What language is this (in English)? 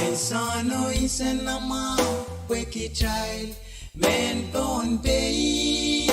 Pohnpeian